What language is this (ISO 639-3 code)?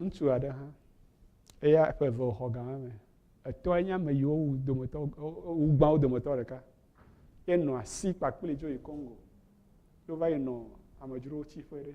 ewe